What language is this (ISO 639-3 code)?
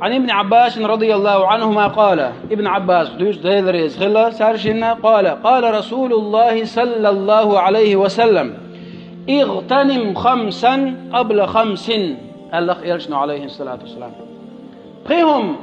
che